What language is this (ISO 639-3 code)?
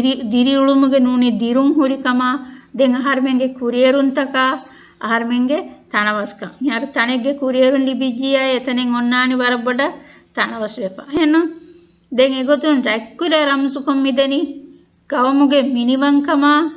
div